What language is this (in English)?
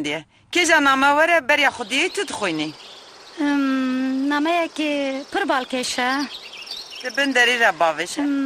Kurdish